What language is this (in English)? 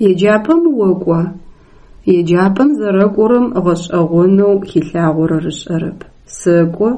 Adyghe